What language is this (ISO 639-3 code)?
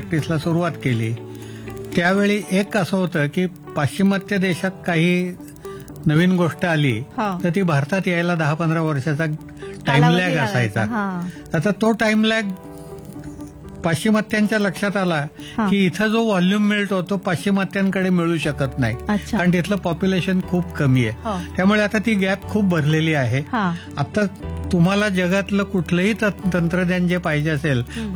mar